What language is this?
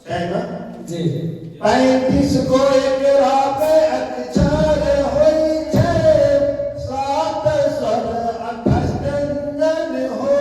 Angika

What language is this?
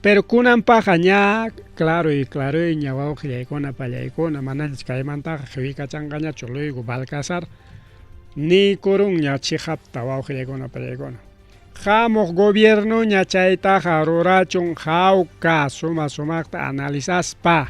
Ayacucho Quechua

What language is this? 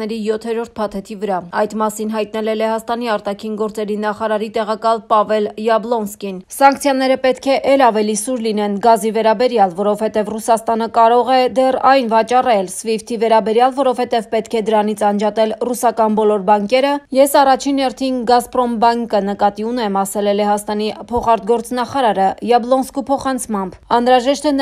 Armenian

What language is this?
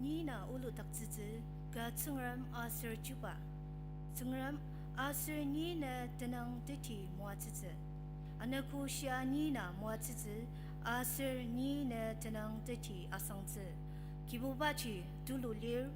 Ao Naga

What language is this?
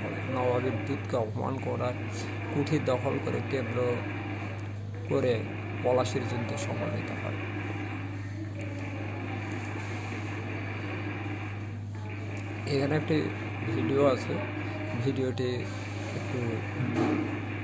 Bangla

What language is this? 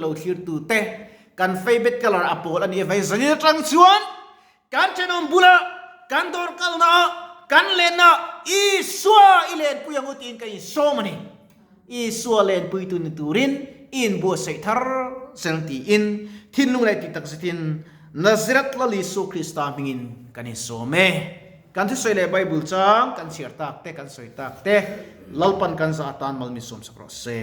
Mizo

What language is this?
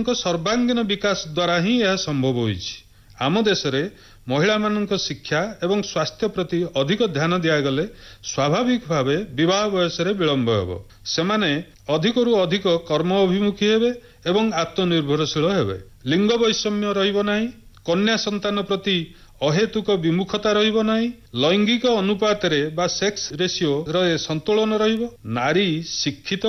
Odia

